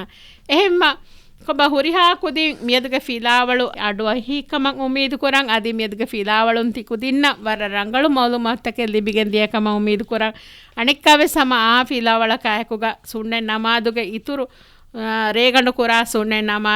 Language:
Divehi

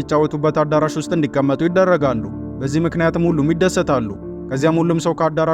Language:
Amharic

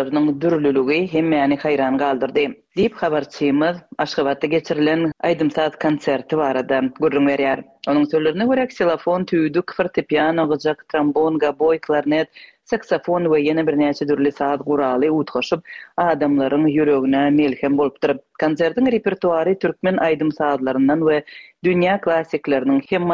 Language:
Turkmen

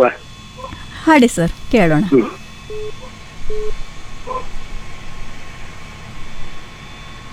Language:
Kannada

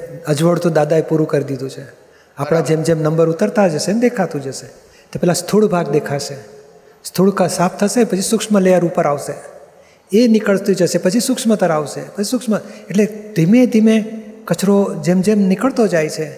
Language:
Gujarati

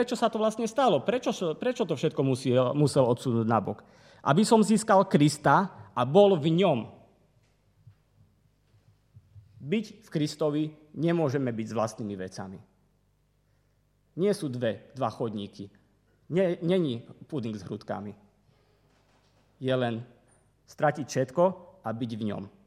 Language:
Slovak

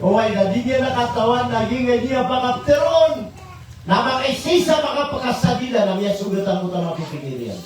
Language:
Maranao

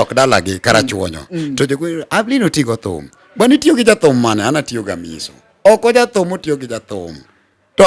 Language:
Luo (Kenya and Tanzania)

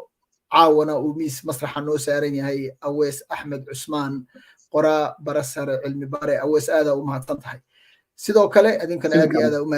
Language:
Somali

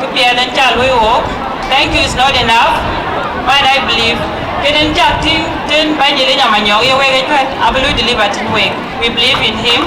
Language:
Dinka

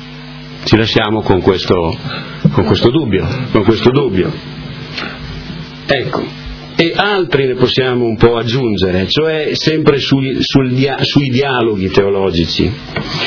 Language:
Italian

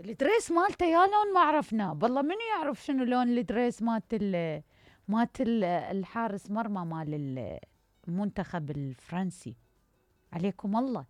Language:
Mesopotamian Arabic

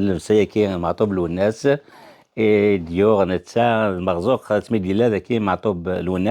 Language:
Kabyle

